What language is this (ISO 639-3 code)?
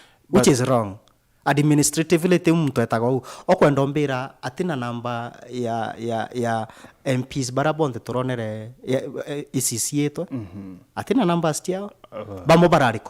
mer